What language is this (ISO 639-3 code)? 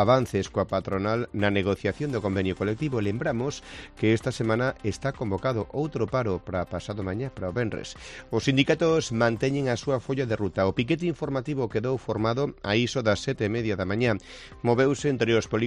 glg